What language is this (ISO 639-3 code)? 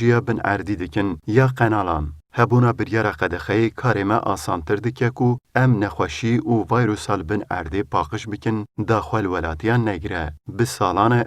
kur